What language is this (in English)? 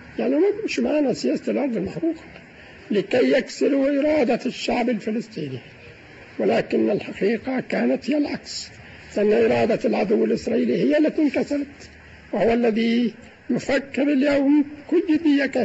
Egyptian Arabic